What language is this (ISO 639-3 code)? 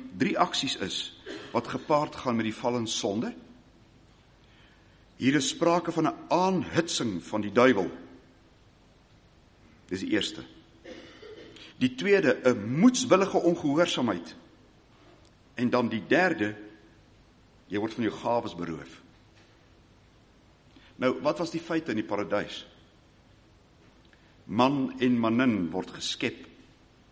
afr